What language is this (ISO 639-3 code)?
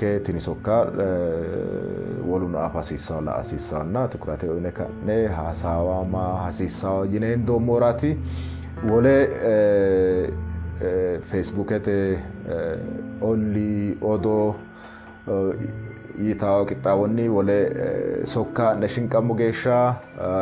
sid